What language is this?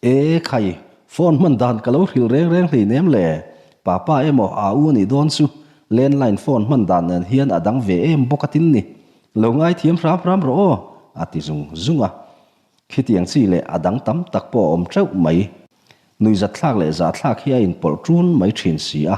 Mizo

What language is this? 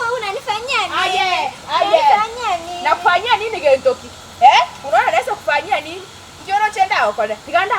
Gusii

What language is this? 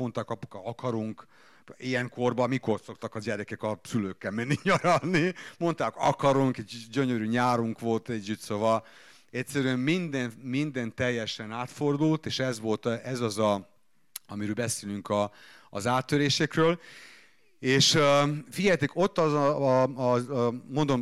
Hungarian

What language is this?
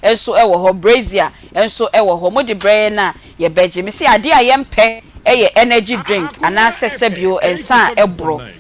Akan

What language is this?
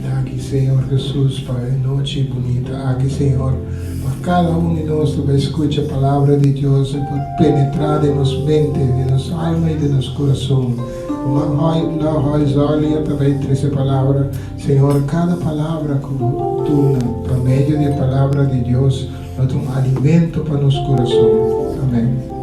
Papiamento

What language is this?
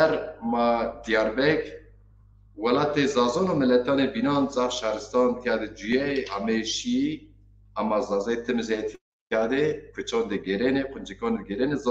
Zaza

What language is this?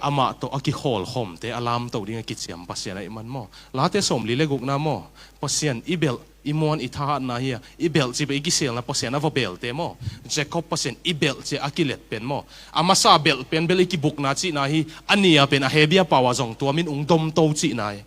Tedim Chin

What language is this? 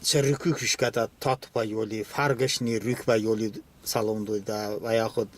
Talysh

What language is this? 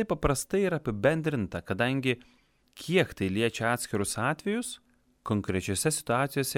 Lithuanian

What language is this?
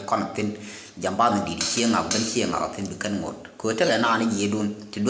Nuer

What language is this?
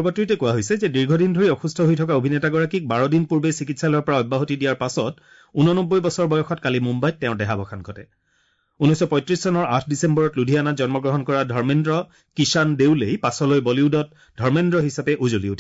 Assamese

